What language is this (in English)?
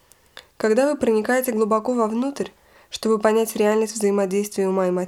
Russian